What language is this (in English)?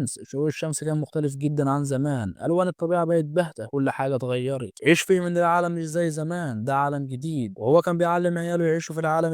Egyptian Arabic